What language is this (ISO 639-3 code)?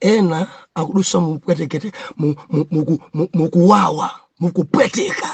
nya